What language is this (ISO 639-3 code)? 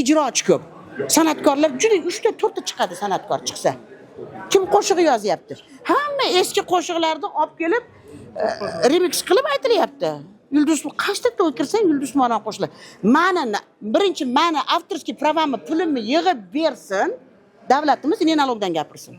uzb